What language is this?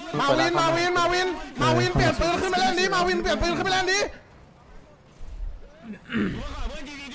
Thai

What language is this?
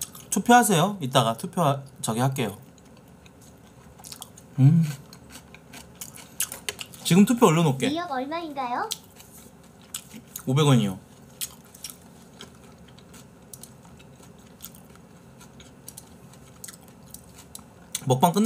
Korean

